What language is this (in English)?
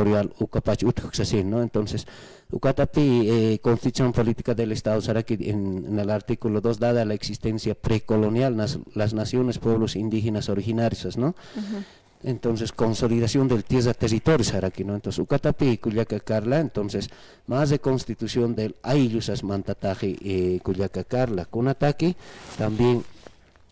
Aymara